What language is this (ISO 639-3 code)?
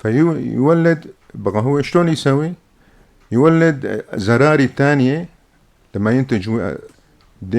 apc